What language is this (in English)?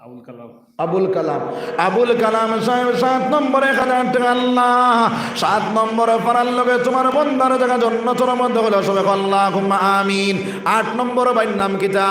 Sylheti